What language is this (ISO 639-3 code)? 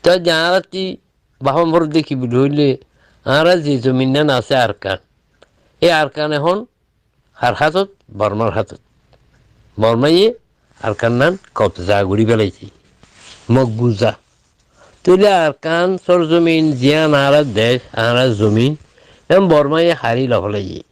rhg